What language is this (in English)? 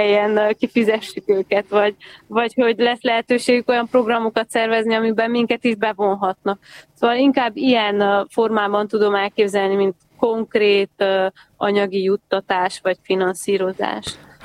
Hungarian